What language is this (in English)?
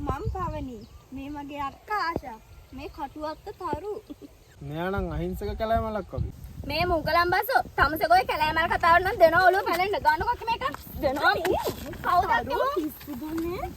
Sinhala